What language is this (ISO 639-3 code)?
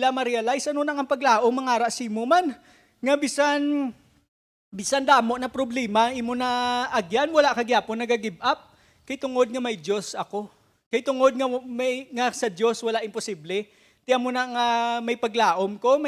hil